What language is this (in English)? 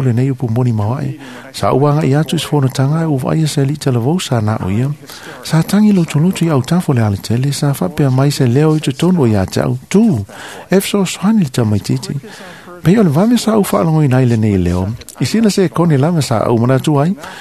Samoan